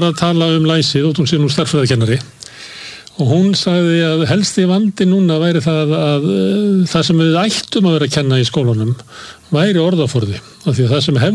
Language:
Icelandic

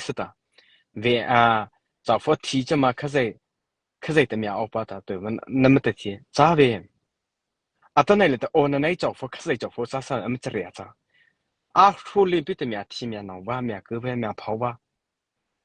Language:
Mara Chin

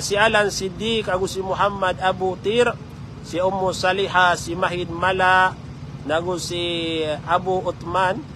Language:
Maranao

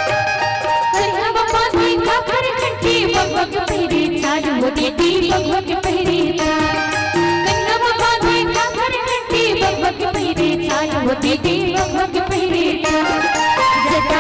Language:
Chhattisgarhi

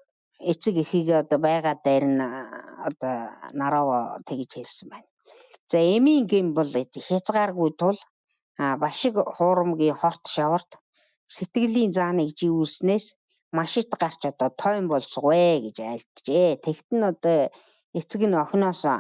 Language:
Mongolian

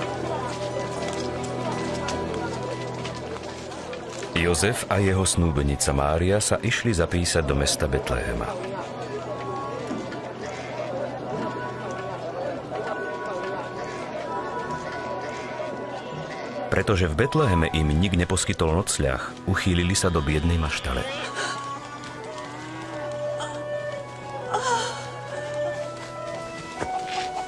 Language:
Slovak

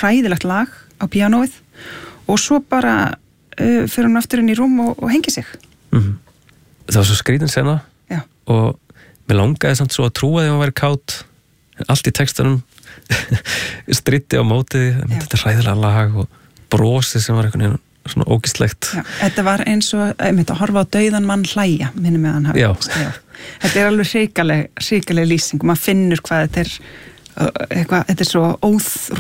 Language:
Icelandic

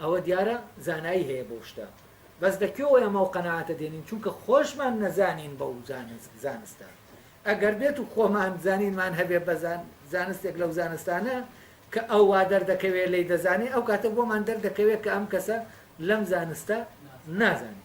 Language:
Central Kurdish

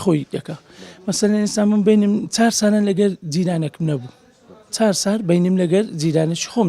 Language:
Central Kurdish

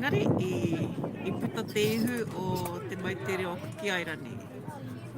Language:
Māori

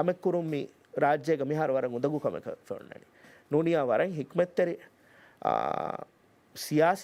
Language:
Divehi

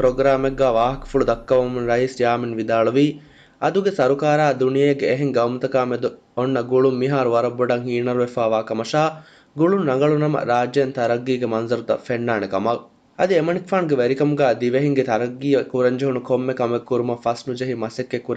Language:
Divehi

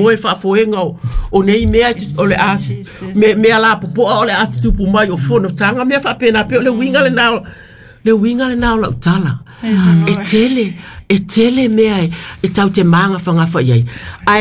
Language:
Samoan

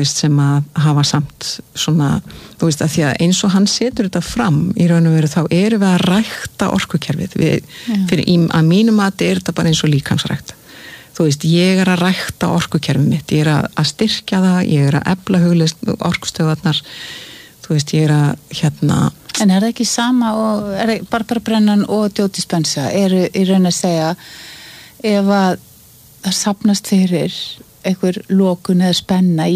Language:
Icelandic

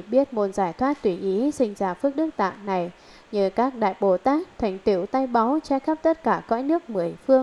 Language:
Vietnamese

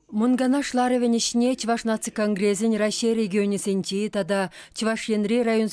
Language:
Chuvash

